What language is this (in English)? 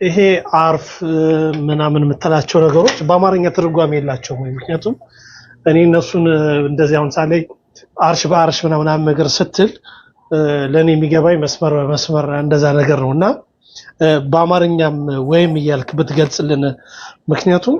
Amharic